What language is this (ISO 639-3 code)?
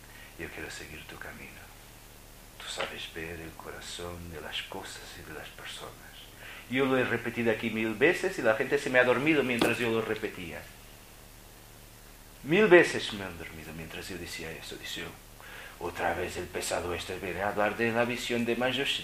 spa